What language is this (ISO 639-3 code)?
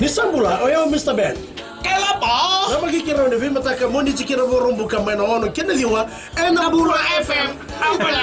fij